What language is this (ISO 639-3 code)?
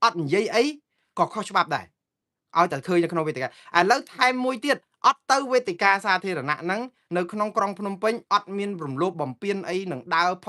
khm